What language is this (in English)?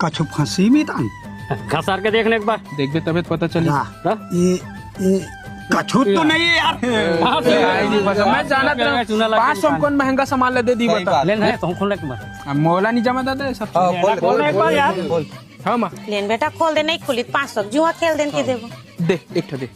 Chhattisgarhi